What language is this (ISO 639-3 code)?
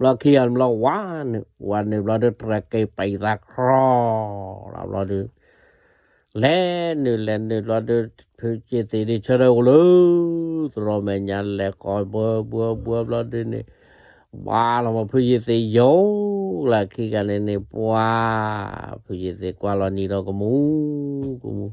ksw